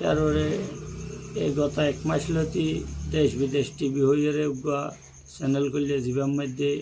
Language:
Rohingya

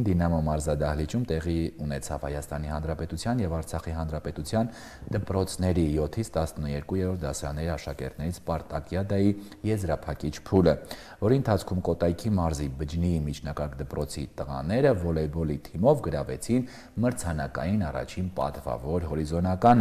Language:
Armenian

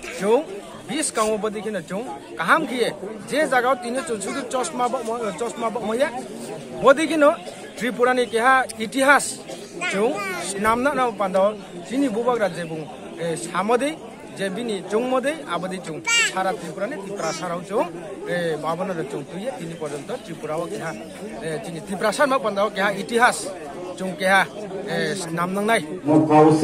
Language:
Riang (India)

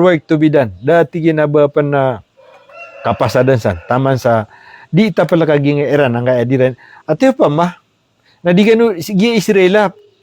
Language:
Maranao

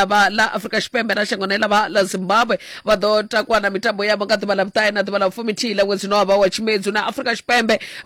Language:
Venda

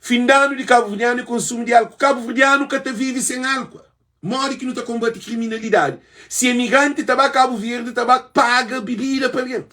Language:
Kabuverdianu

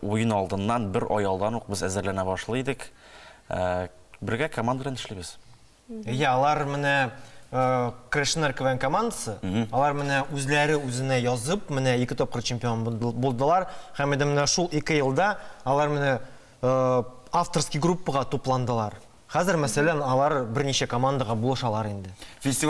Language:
Tatar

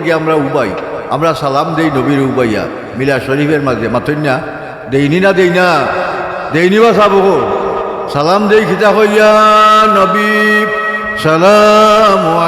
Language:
Sylheti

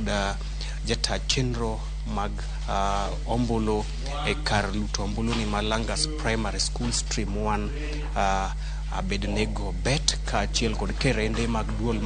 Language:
Luo (Kenya and Tanzania)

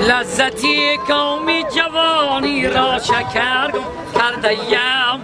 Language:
Tajik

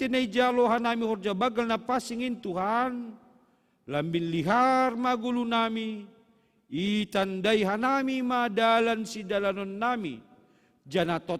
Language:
Batak Simalungun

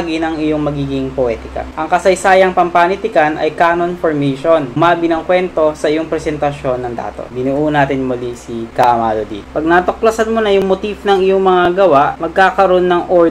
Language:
Filipino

